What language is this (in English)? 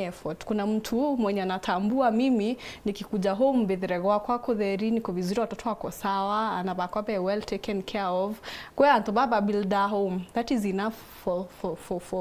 Meru